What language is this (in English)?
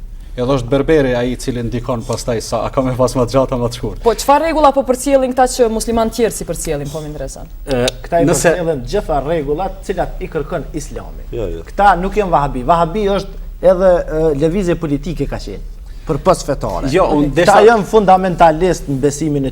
Albanian